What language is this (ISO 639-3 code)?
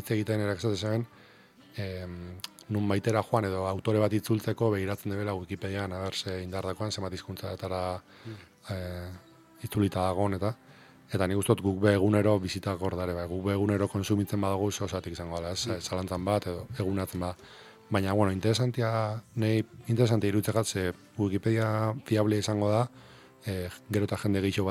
eus